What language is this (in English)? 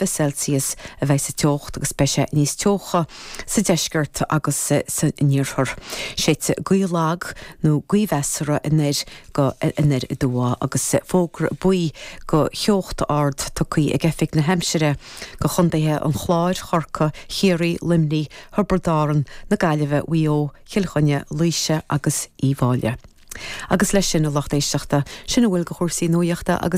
Irish